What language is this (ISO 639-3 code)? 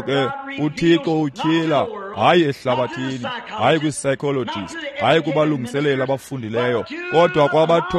xho